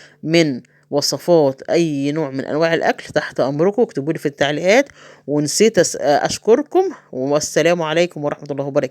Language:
Egyptian Arabic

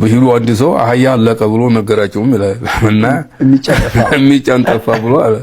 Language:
Amharic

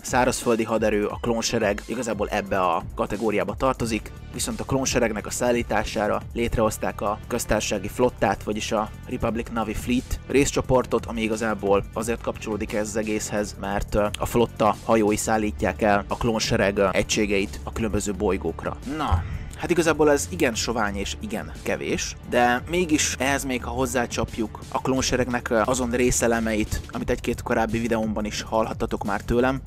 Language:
Hungarian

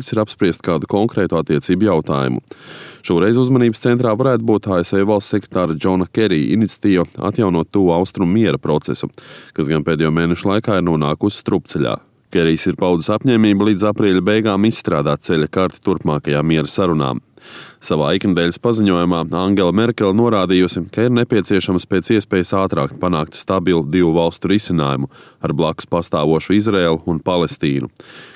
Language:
Latvian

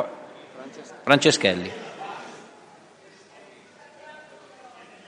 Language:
Italian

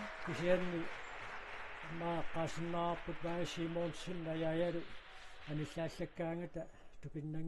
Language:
Kalaallisut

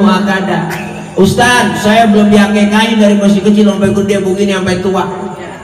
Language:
Betawi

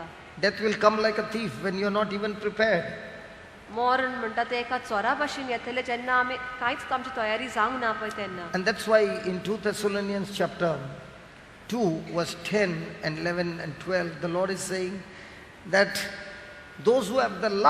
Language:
Konkani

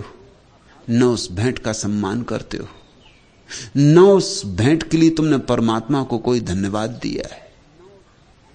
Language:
Hindi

